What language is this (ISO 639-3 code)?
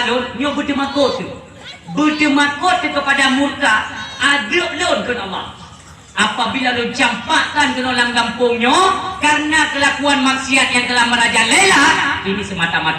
ace